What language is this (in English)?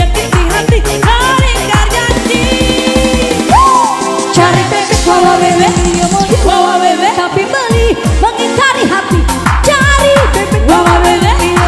Indonesian